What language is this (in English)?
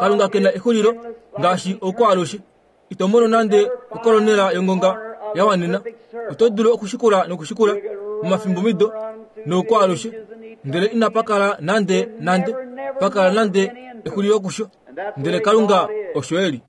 Kuanyama